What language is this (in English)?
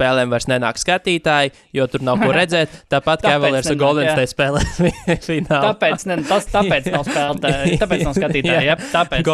Latvian